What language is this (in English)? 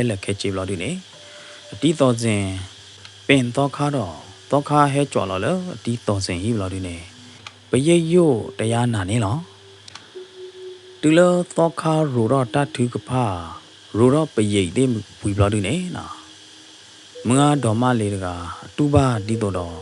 S'gaw Karen